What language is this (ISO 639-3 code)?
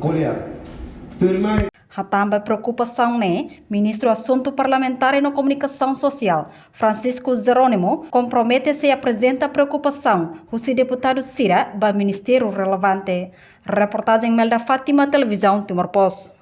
tet